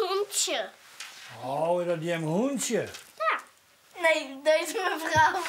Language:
Western Frisian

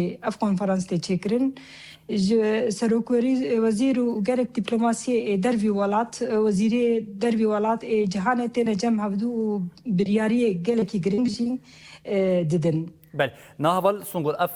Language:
Kurdish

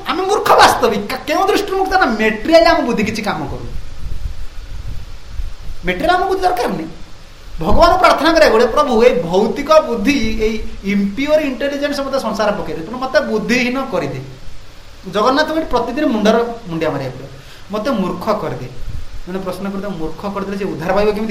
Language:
Odia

